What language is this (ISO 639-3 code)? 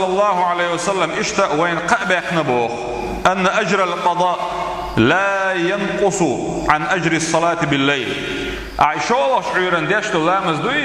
che